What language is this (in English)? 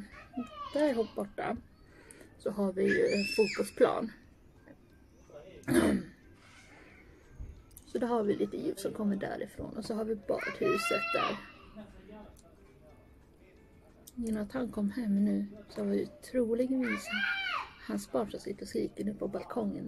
Swedish